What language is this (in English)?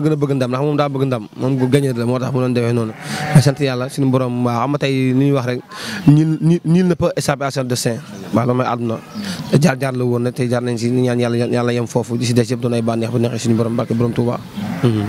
Wolof